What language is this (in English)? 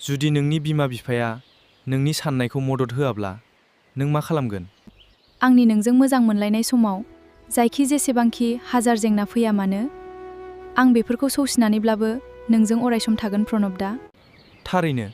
Bodo